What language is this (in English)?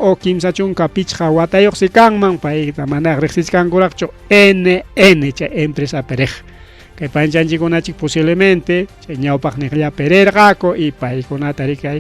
Ayacucho Quechua